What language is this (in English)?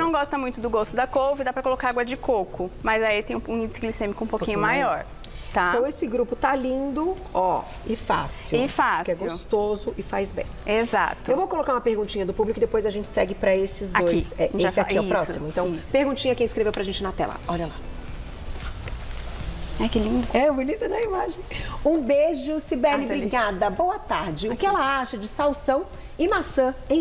Portuguese